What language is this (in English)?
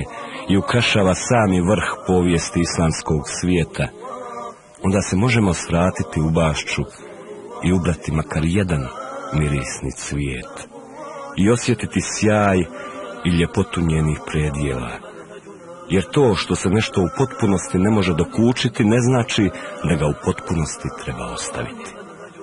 Bosnian